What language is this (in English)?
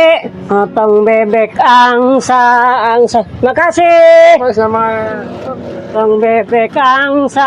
Betawi